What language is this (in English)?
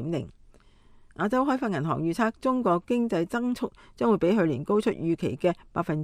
Cantonese